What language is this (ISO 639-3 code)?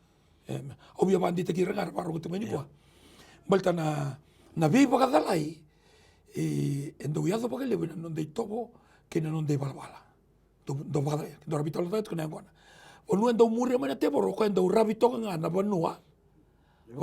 fij